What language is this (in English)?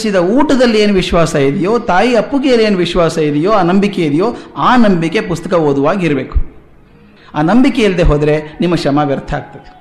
Kannada